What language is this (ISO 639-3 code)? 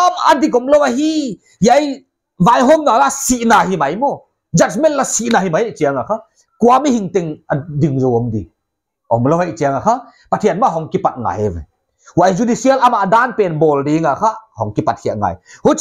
pck